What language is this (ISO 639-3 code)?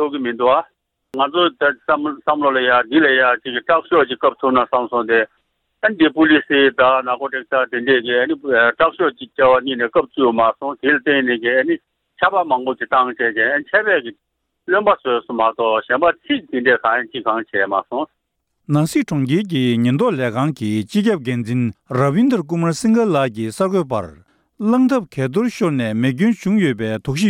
bod